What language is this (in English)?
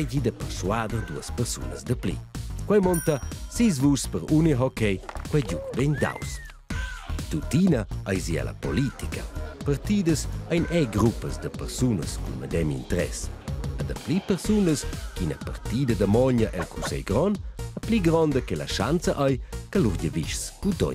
Romansh